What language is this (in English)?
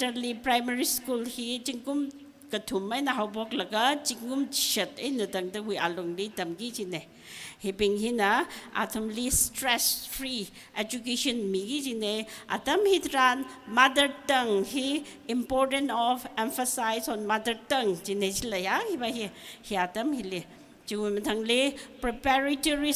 Tangkhul Naga (India)